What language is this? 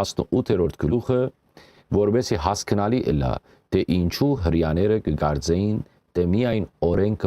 Western Armenian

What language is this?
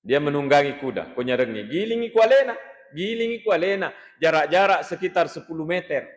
Buginese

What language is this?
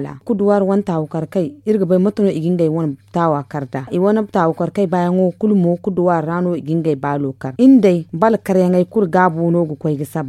Zarma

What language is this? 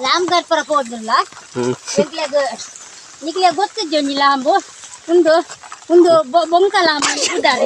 Tulu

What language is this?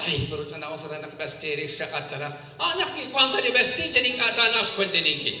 Kekchí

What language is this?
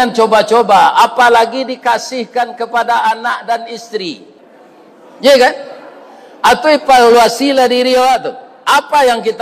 Minangkabau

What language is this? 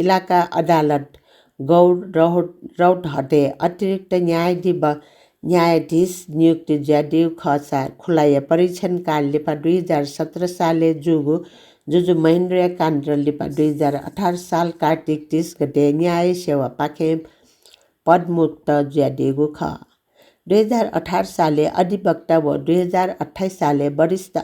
Newari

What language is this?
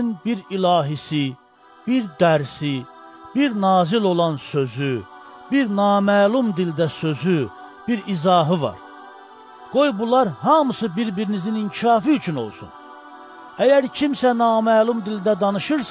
Azerbaijani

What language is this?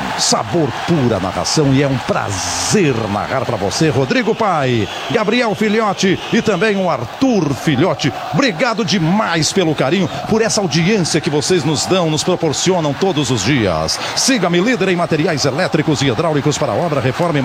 Portuguese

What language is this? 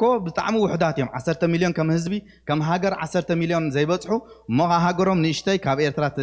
Tigrinya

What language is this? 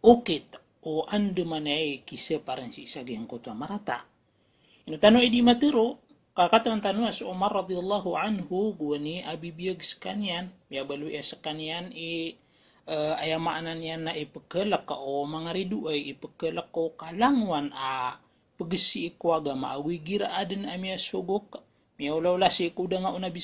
Maranao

